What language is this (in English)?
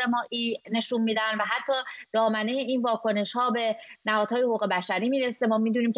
Persian